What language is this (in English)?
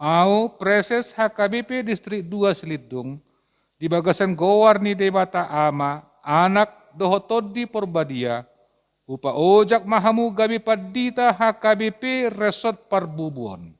Batak Toba